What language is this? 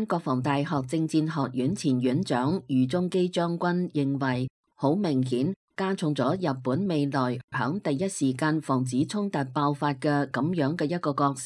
Cantonese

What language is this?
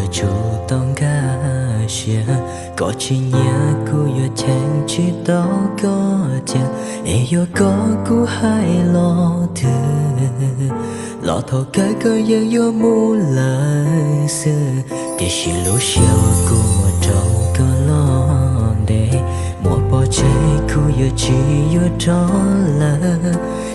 Hmong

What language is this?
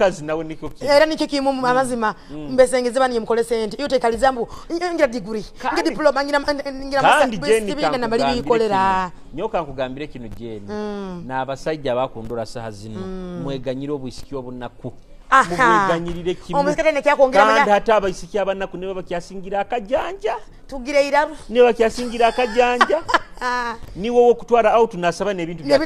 Nyoro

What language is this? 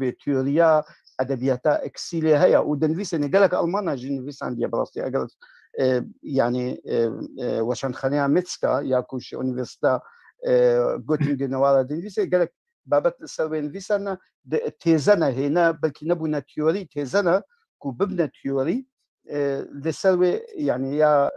Kurdish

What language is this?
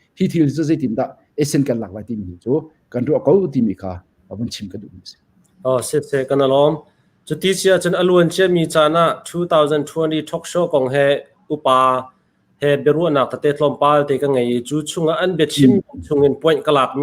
Hakha Chin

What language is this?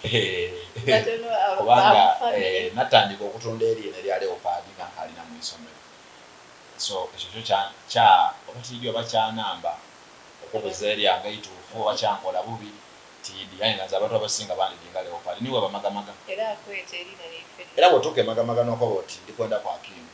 Soga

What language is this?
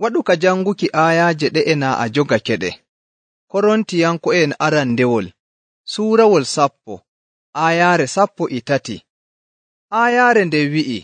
Nigerian Fulfulde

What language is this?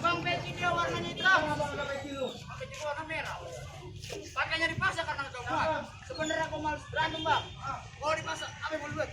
Betawi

